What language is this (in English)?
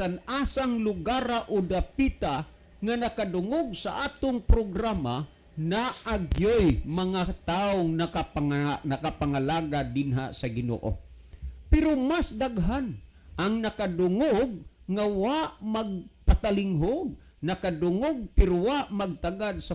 Cebuano